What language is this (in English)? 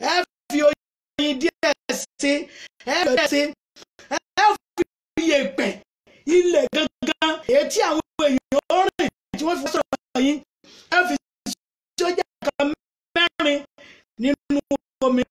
Yoruba